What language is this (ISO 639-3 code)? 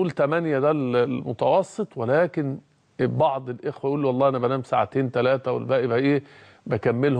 arz